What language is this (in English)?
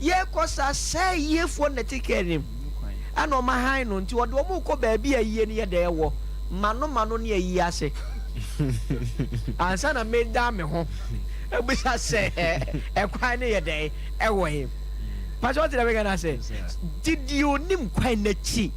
Akan